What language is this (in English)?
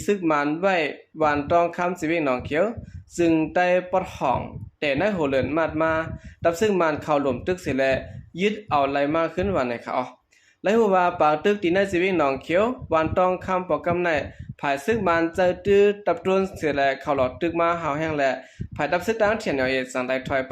Shan